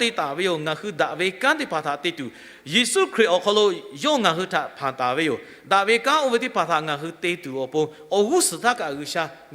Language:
Lahu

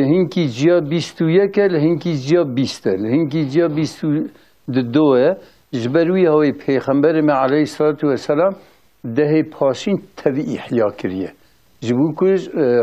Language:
Kurdish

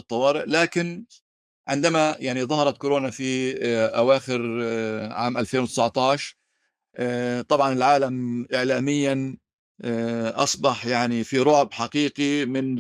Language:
North Levantine Arabic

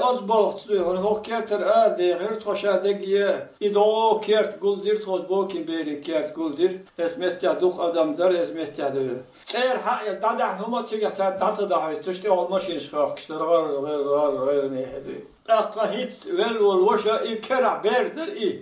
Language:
Chechen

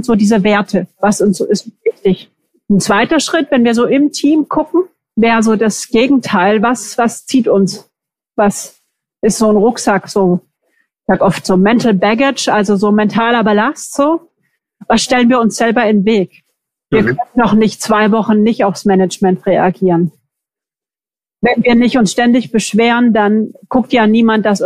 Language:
German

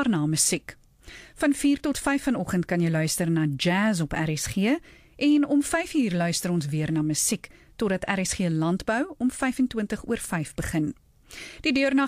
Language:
Afrikaans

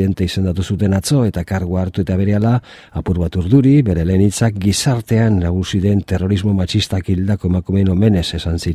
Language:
Basque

